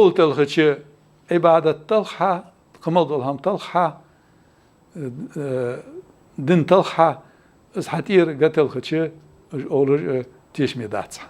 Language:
Ingush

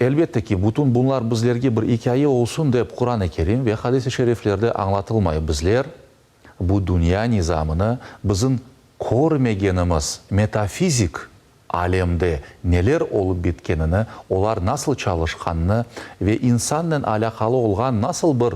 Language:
Crimean Tatar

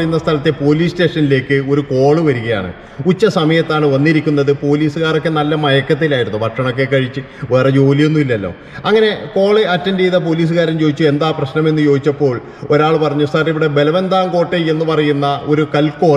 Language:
Malayalam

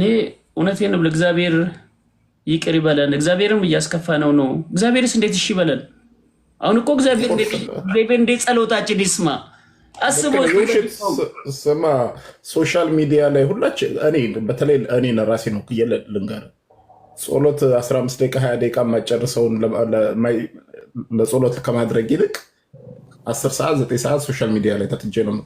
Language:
Amharic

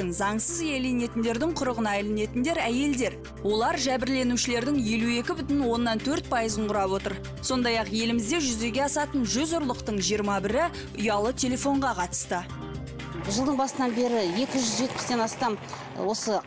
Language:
Kazakh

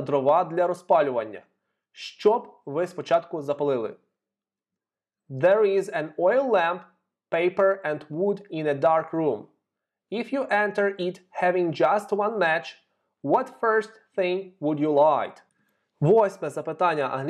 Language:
Ukrainian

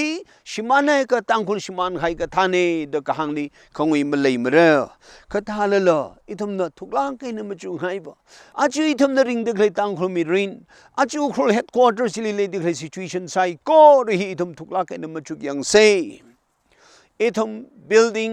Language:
Tangkhul Naga (India)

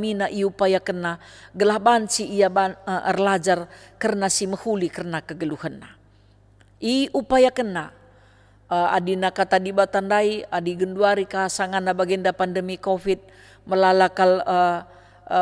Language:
Batak Karo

